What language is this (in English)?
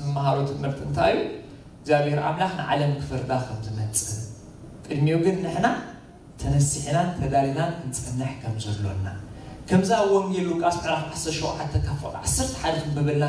Tigrinya